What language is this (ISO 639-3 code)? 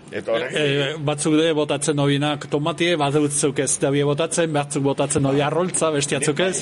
eus